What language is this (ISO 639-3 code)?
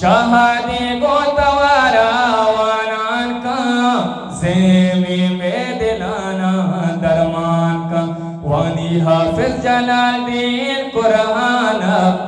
bgp